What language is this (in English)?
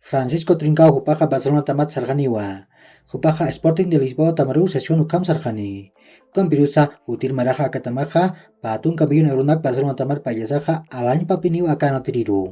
Aymara